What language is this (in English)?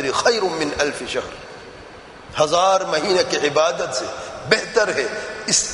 Urdu